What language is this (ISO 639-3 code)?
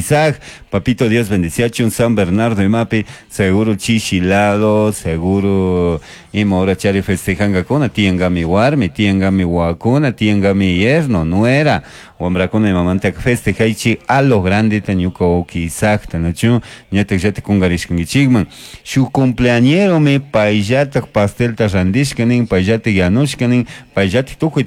qug